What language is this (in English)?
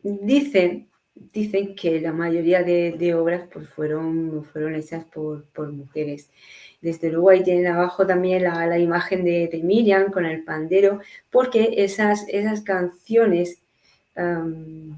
Ladino